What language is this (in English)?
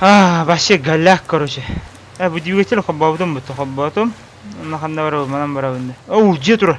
Yakut